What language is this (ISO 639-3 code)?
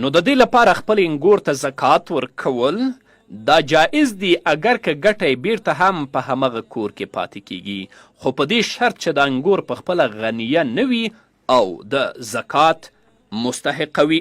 pus